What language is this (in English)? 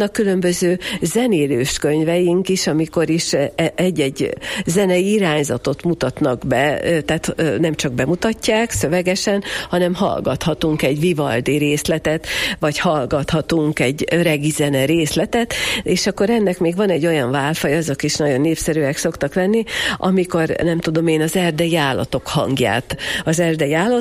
Hungarian